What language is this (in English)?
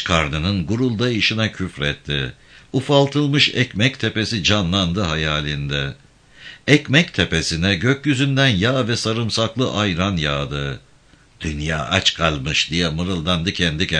Turkish